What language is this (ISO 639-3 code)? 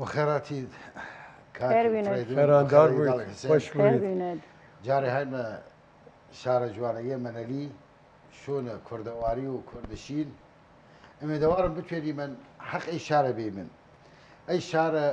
sdh